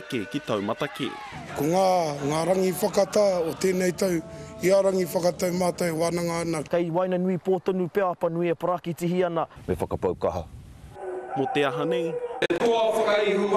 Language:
Māori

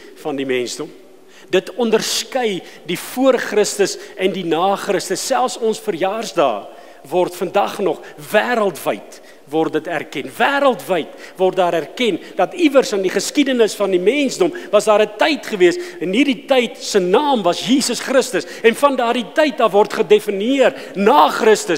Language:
Afrikaans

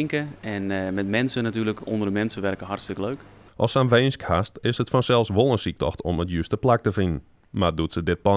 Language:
Western Frisian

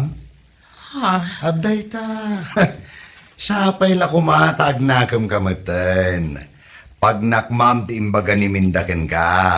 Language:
Iloko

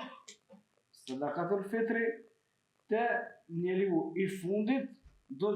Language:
Albanian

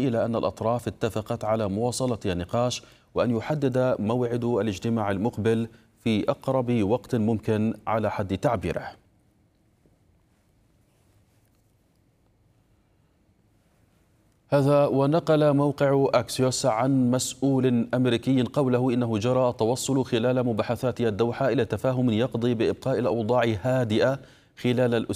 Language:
Arabic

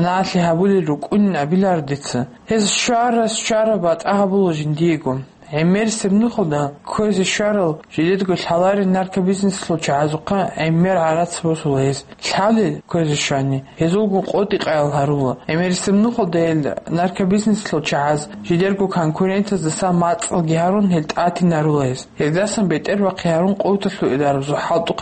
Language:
Avaric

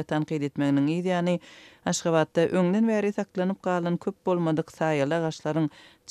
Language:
Turkmen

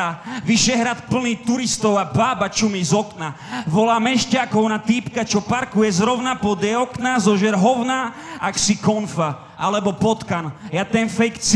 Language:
Slovak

